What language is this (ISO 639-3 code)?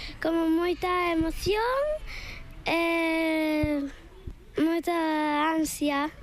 glg